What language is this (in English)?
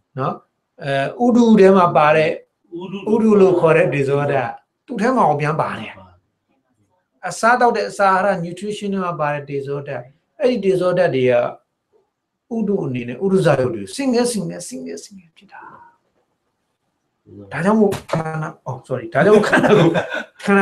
Burmese